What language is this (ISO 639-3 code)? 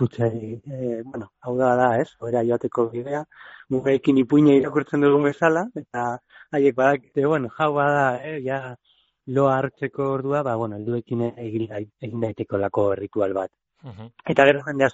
eus